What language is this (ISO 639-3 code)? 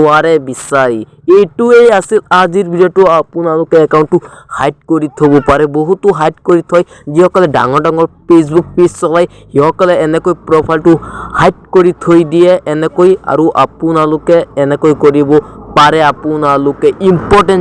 asm